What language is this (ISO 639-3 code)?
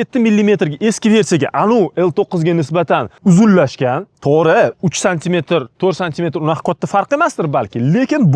uzb